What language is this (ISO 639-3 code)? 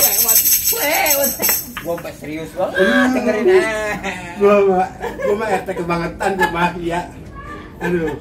bew